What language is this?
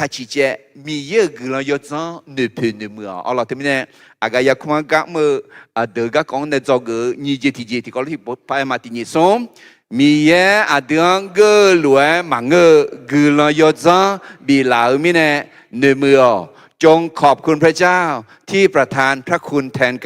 Akha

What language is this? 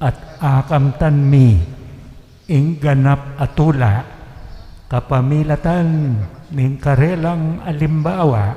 Pampanga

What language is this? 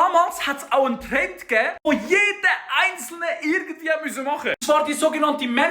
Swiss German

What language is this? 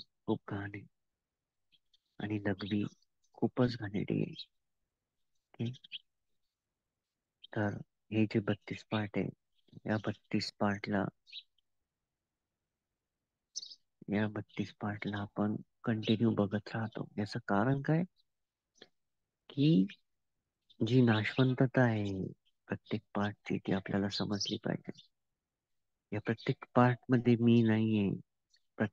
Marathi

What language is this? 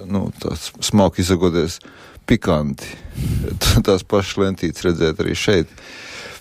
Latvian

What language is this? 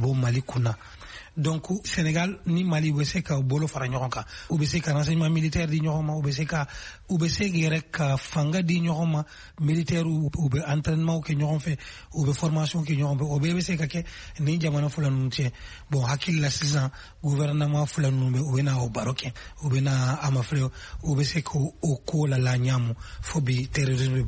Bambara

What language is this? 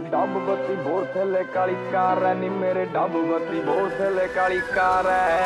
Punjabi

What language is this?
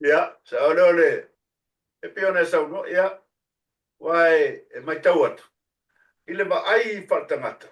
Samoan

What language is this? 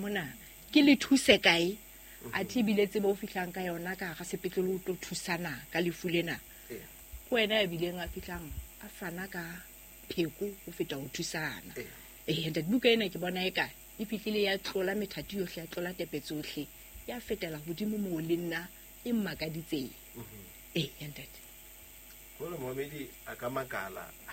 Southern Sotho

